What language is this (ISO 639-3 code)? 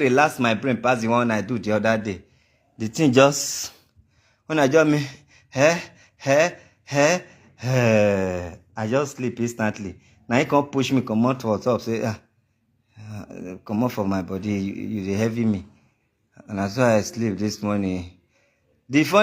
pcm